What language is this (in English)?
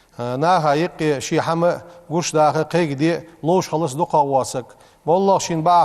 Ingush